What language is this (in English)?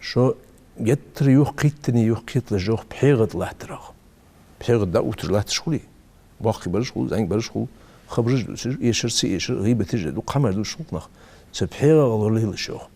Ingush